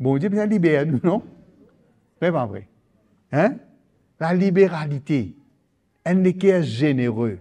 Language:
Morisyen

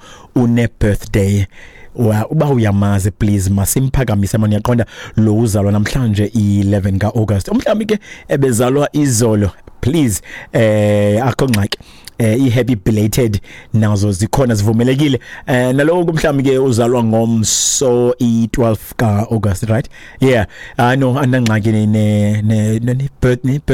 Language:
Xhosa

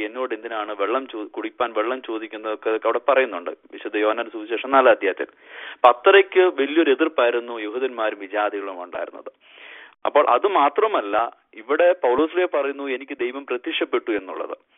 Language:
Malayalam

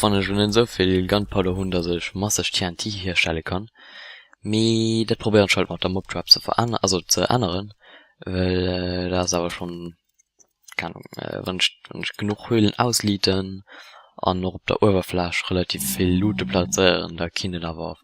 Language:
Luxembourgish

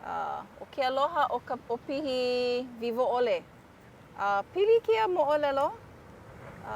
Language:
Hawaiian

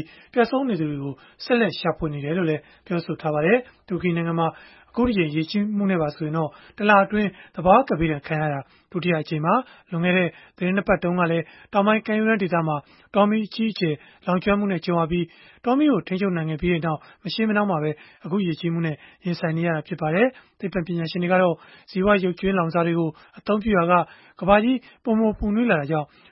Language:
Burmese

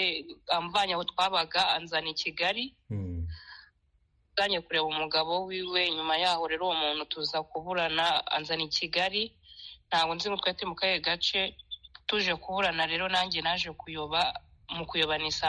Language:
Kinyarwanda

